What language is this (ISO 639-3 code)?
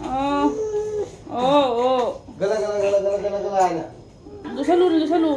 mni